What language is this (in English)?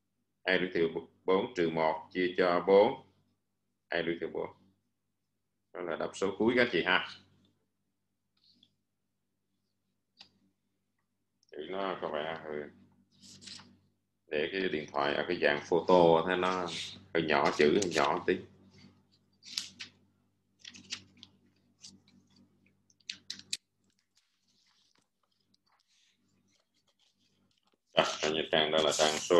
Vietnamese